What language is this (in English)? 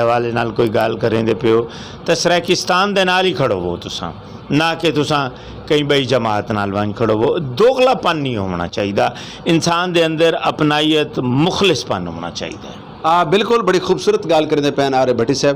Saraiki